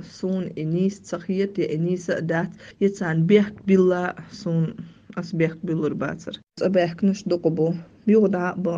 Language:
Chechen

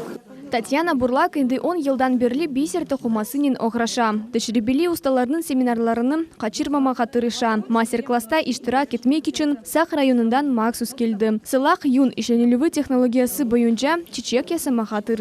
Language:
Crimean Tatar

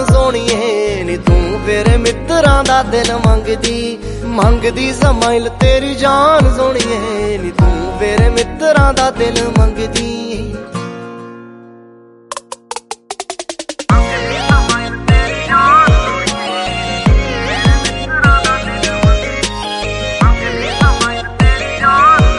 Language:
Punjabi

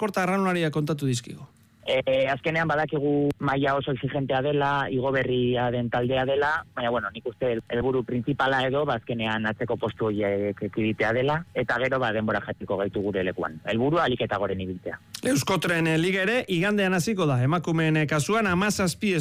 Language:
Basque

